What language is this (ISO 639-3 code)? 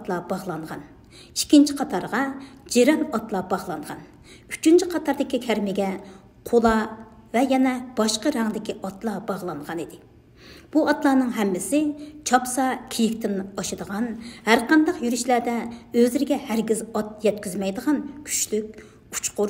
uig